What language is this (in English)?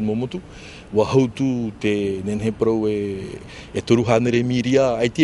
Tahitian